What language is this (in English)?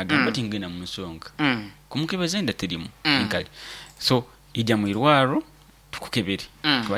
Nyoro